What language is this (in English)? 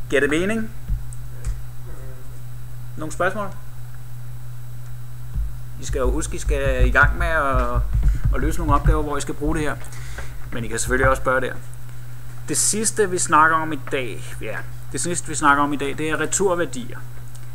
Danish